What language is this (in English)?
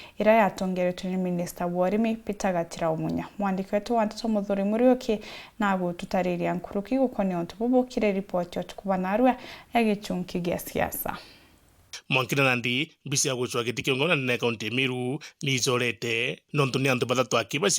Meru